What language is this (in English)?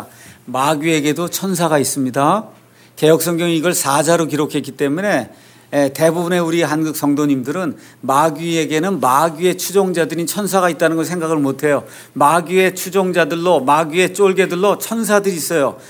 Korean